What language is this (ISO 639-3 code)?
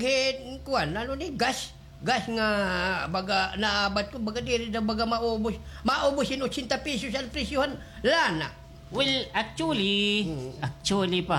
war